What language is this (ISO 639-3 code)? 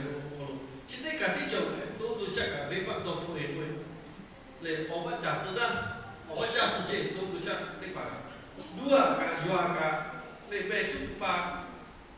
lhu